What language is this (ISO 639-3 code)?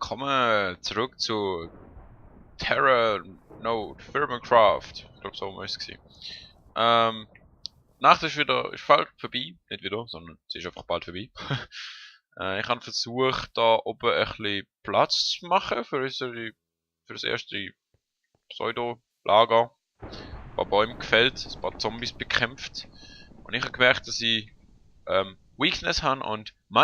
gsw